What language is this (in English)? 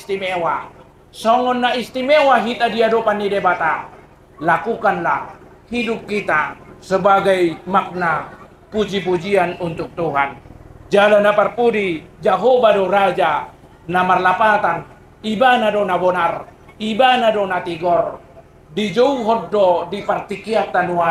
Batak Toba